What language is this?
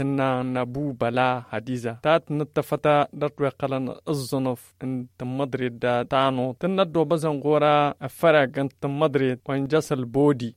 Tamasheq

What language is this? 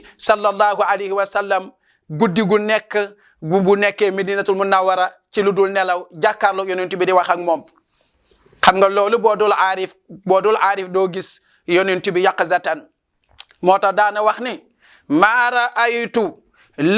Wolof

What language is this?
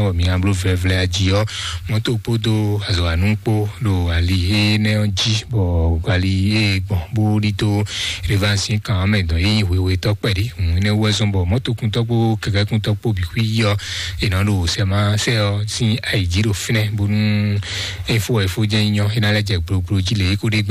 Fon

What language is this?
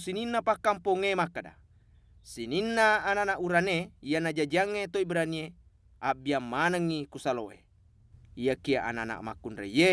Buginese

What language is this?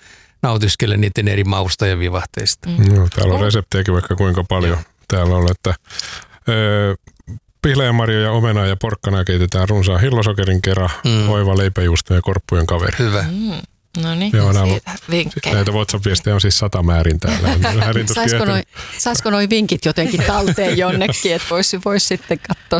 Finnish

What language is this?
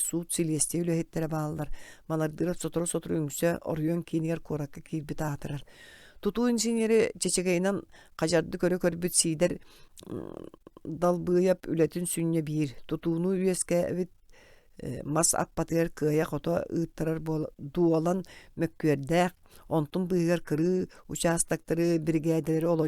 Yakut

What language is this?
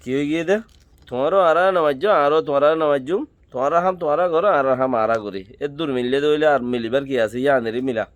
Rohingya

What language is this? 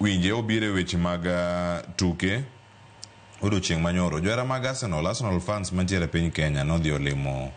Luo (Kenya and Tanzania)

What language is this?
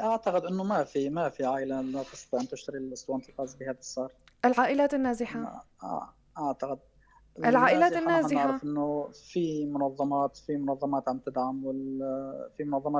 North Levantine Arabic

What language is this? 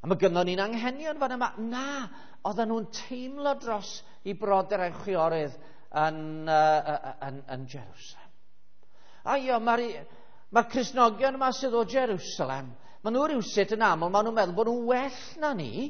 Welsh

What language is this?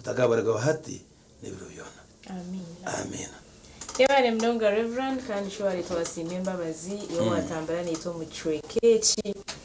Nyankole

